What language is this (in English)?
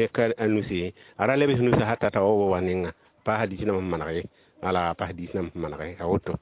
Mossi